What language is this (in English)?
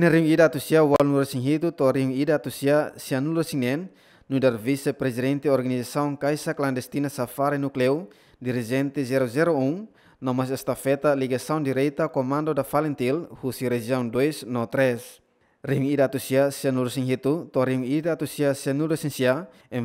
Tetum